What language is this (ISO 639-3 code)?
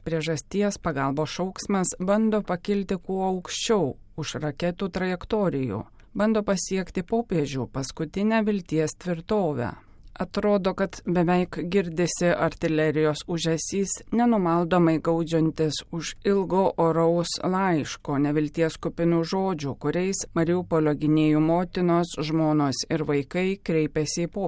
lit